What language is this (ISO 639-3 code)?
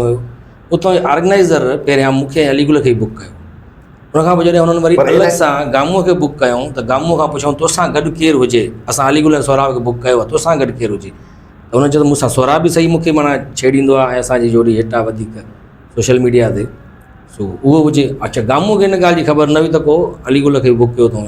snd